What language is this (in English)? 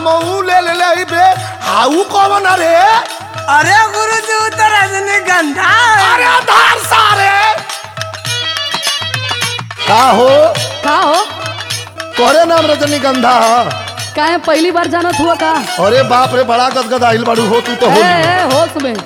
Bhojpuri